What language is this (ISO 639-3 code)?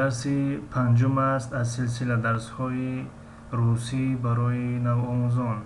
tgk